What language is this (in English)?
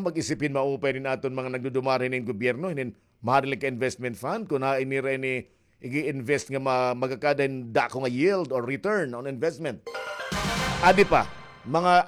Waray